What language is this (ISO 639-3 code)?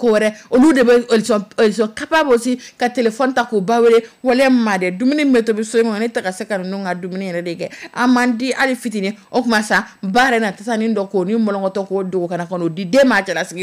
dyu